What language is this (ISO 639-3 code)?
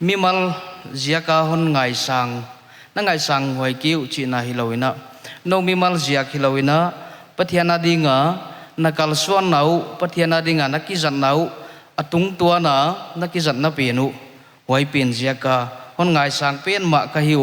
pck